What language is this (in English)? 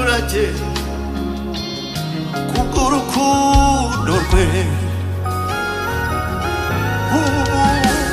Kinyarwanda